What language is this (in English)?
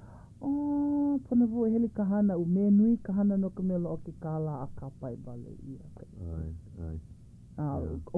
Hawaiian